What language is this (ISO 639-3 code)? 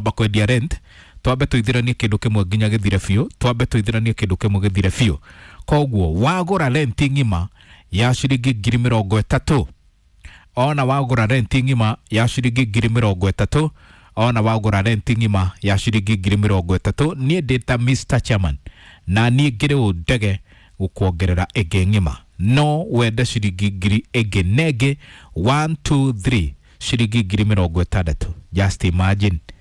kik